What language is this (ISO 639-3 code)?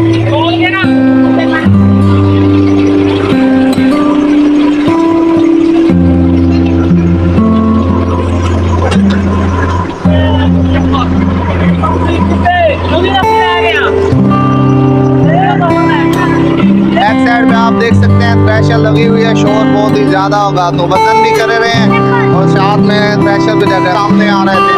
hin